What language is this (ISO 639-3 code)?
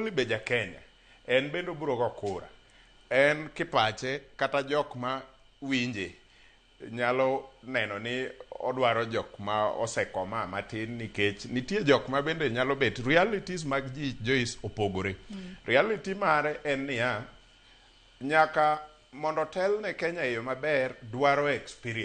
luo